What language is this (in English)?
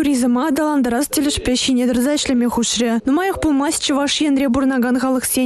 Chuvash